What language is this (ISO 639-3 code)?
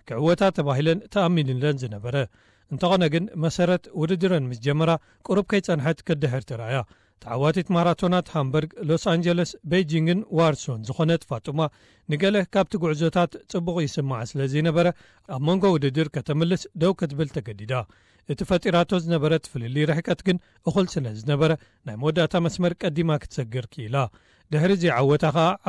tir